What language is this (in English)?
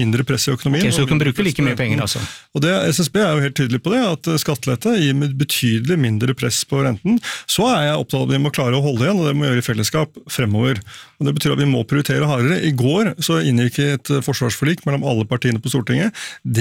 Norwegian